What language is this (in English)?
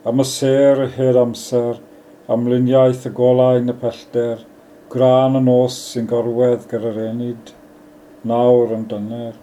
Welsh